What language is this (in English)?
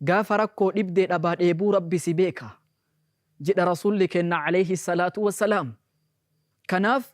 Oromo